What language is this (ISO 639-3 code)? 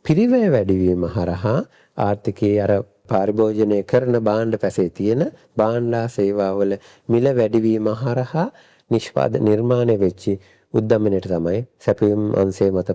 sin